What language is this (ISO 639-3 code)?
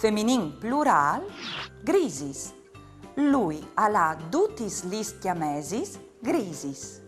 fur